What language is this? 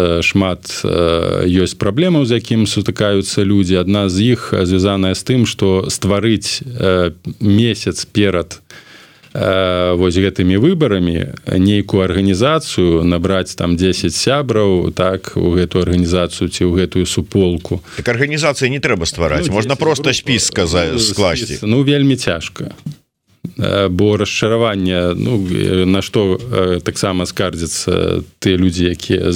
Belarusian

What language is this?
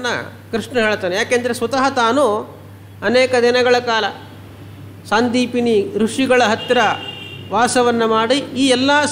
Kannada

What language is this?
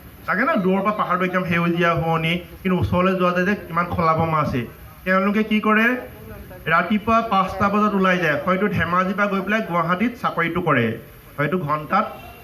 Assamese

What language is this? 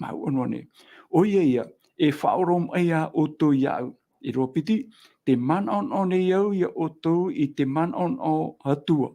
Tahitian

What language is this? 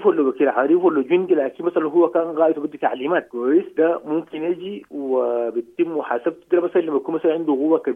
Sudanese Arabic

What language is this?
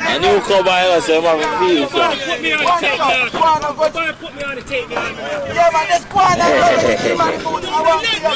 Jamaican Creole English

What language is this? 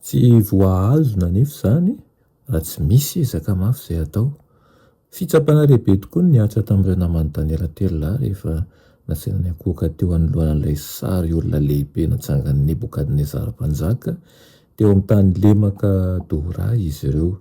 Malagasy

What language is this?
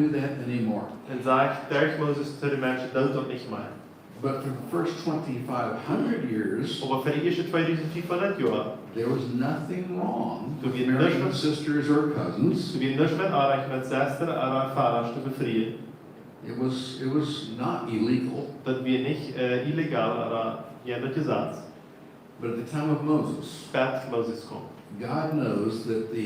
Plautdietsch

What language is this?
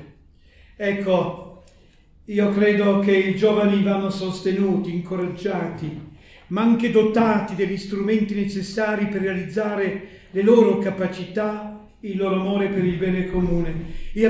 Italian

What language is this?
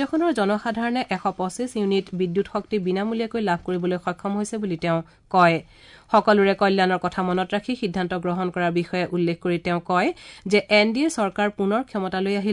Assamese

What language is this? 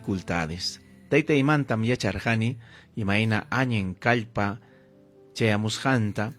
Ayacucho Quechua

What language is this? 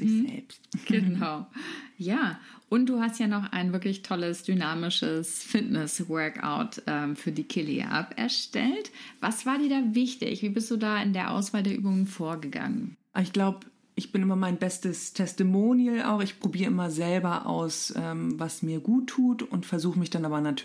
German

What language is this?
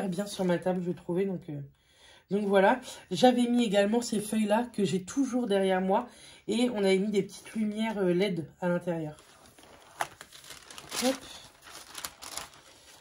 French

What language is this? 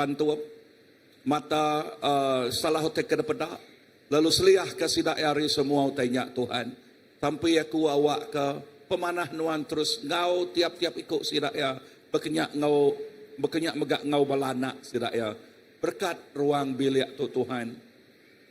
Iban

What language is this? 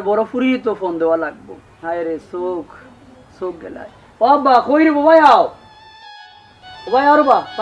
Sylheti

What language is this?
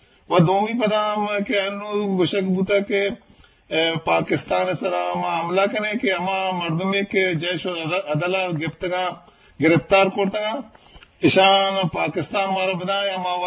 Eastern Balochi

